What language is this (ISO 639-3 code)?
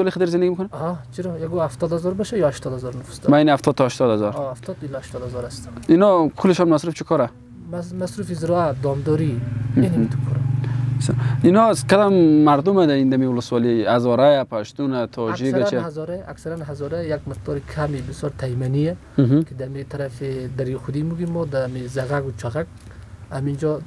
fas